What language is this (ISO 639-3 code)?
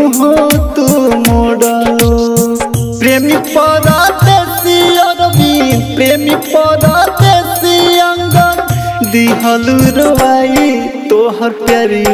bho